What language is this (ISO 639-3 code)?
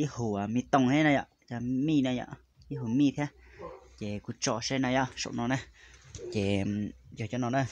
hmn